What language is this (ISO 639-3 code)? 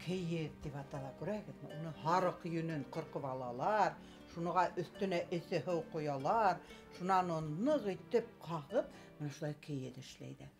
bak